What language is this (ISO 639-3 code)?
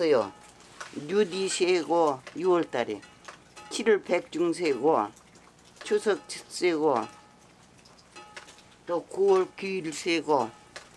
kor